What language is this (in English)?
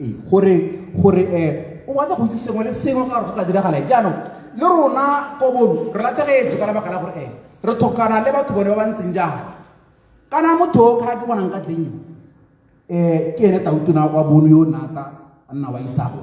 Tswana